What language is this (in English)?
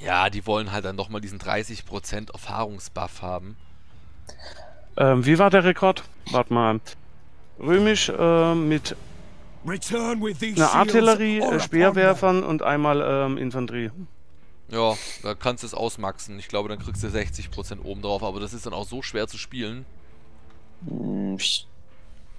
German